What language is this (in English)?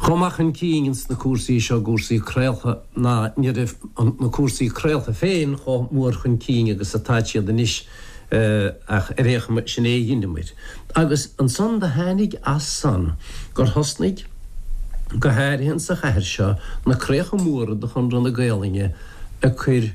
Irish